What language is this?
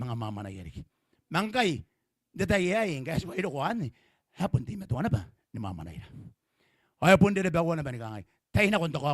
Gilbertese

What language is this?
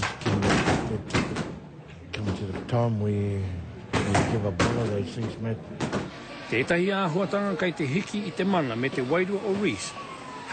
Māori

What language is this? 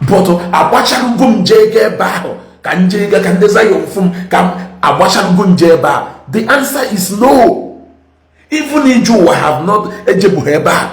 Igbo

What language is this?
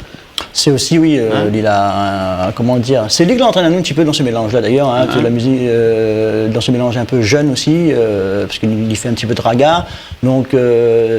Réunion Creole French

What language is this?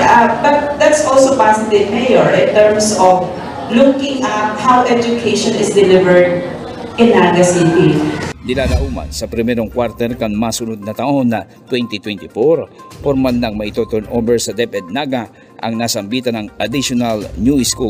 Bikol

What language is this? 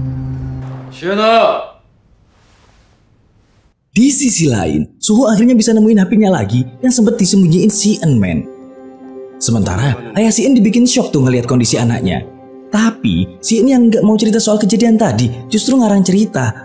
Indonesian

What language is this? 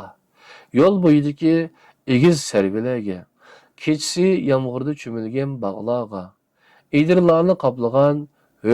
Uyghur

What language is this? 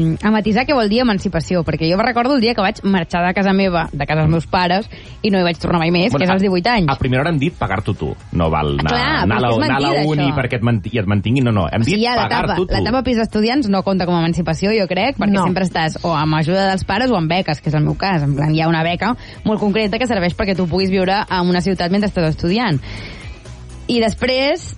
Catalan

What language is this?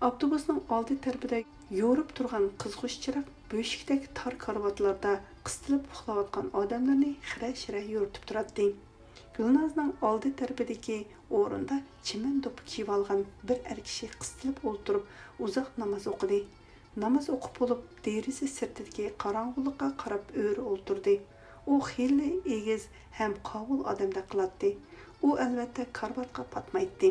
Uyghur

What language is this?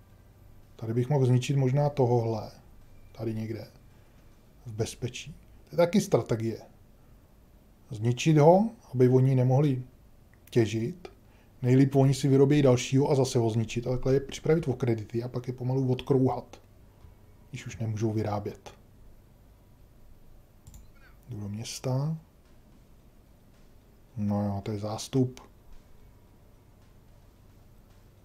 Czech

